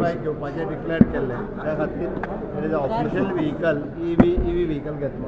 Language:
Konkani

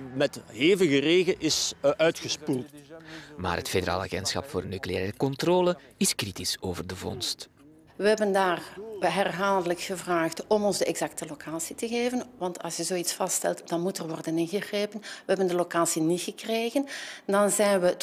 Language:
Dutch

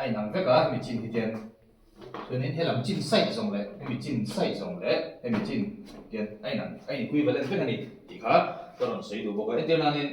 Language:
Mizo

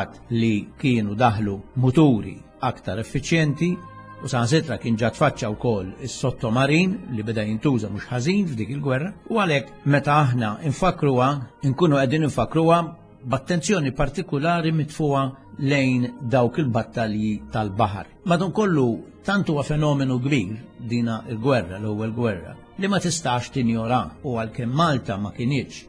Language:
Maltese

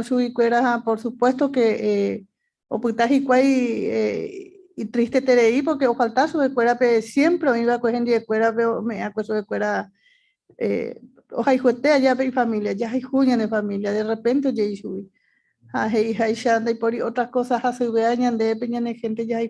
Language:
Guarani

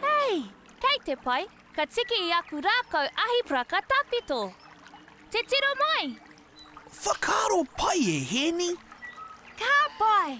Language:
Māori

